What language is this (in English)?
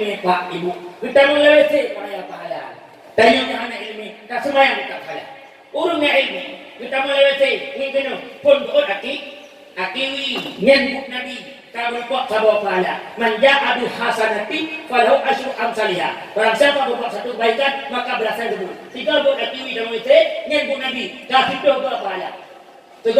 Achinese